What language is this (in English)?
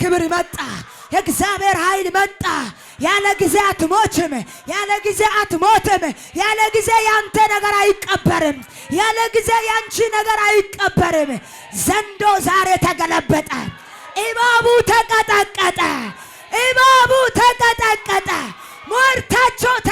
Amharic